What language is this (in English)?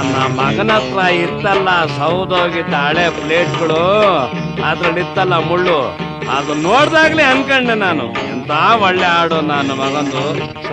Kannada